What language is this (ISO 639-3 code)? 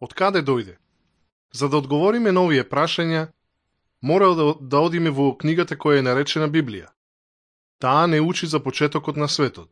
mkd